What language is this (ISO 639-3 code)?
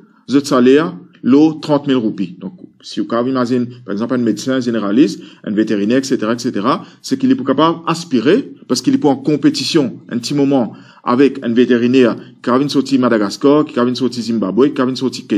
mfe